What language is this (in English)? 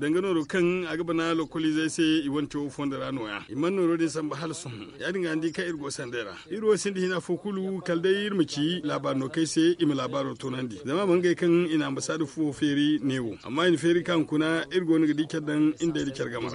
Zarma